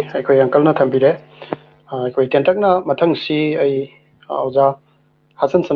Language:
Manipuri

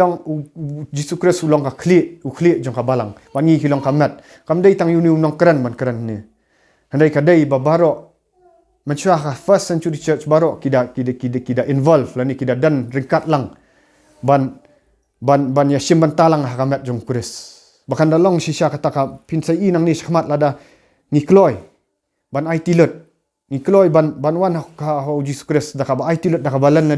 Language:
Khasi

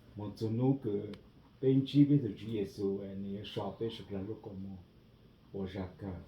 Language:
Hmong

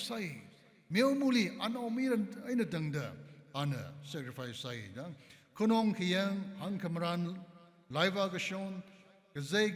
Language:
Tangkhul Naga (India)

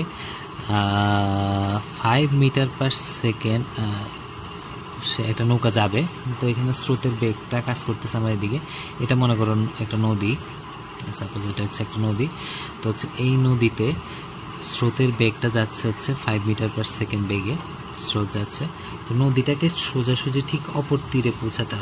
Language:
Bangla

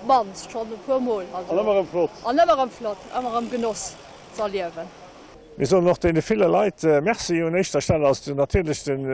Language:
Luxembourgish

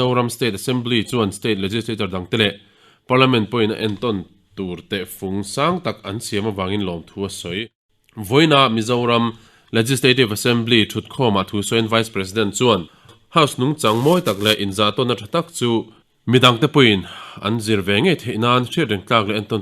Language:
Mizo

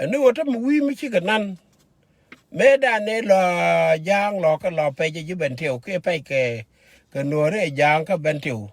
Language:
Nuer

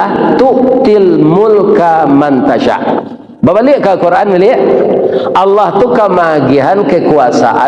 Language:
Minangkabau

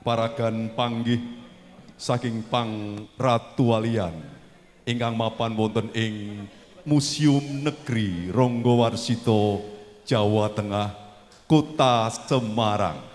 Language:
Javanese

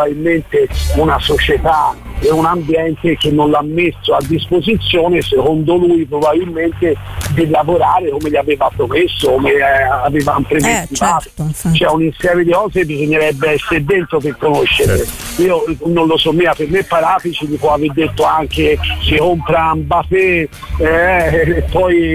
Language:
Italian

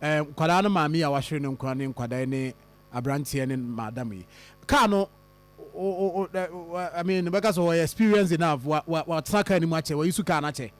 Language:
Akan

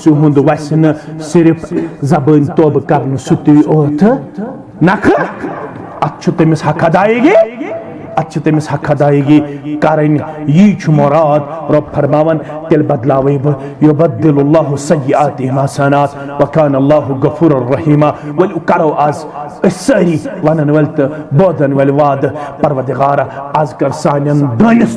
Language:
Kashmiri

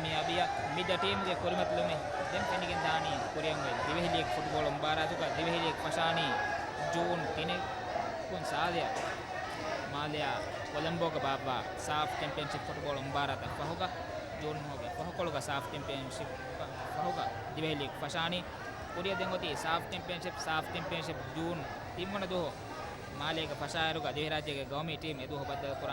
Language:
Divehi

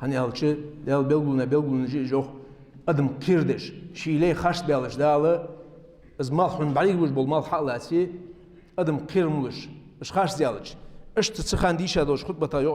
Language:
Ingush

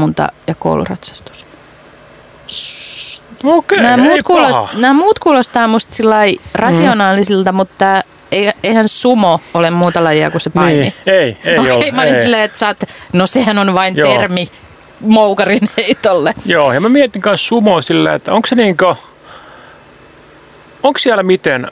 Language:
Finnish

